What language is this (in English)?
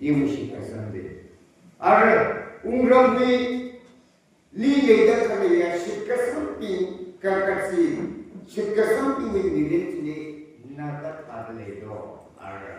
Tangkhul Naga (India)